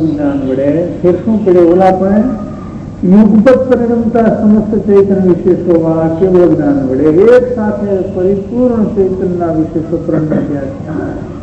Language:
Gujarati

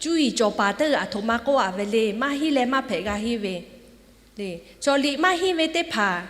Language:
Lahu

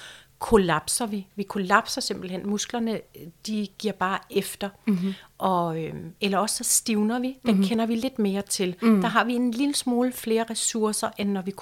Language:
Danish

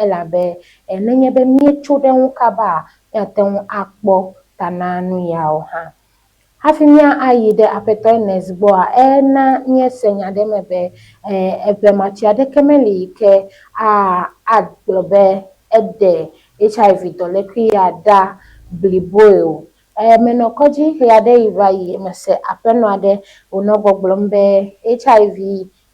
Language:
Ewe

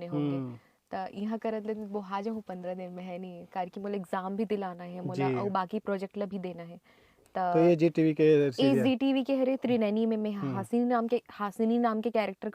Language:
Chhattisgarhi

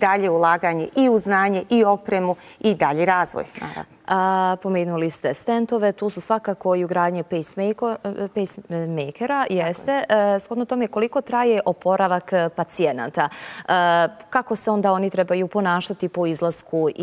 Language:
Bosnian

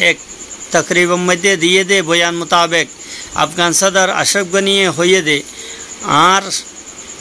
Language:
Rohingya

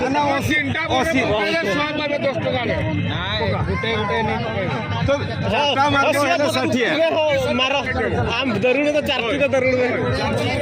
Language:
Santali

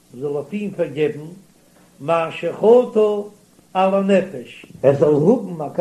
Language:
Yiddish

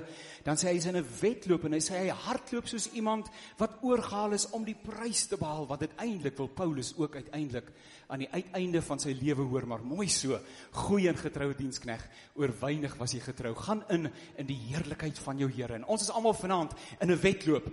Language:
Afrikaans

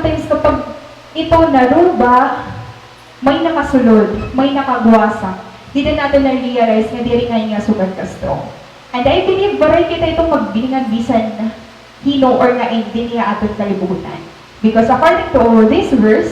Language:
Waray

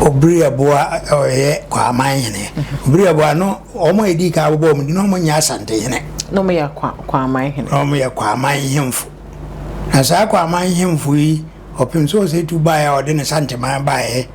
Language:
Akan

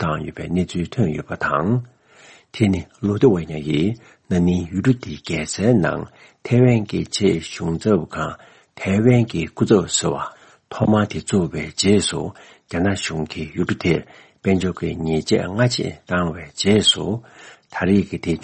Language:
Tibetan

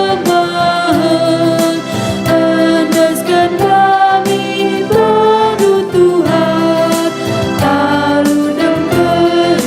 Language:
Batak Karo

